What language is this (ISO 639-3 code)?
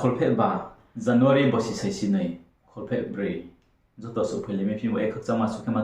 ria